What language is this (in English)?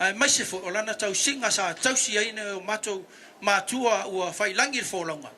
Samoan